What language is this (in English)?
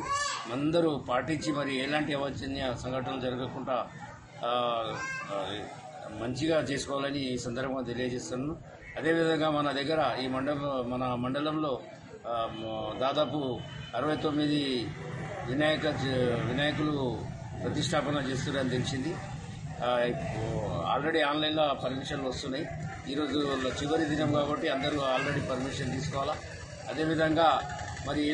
Telugu